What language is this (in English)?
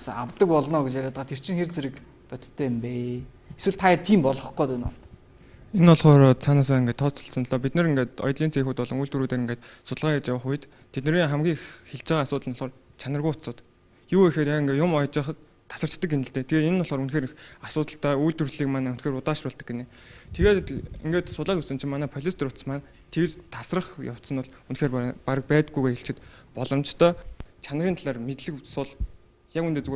Mongolian